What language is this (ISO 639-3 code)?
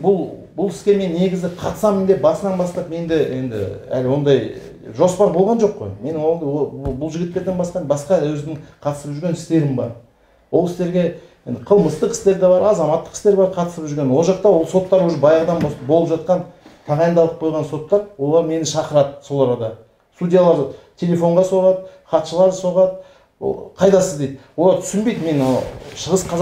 kaz